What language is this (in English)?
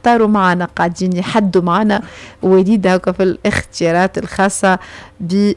Tunisian Arabic